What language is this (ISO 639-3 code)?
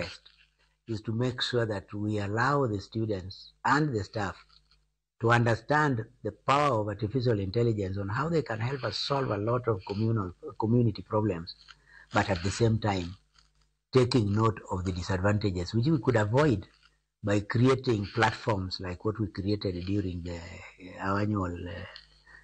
luo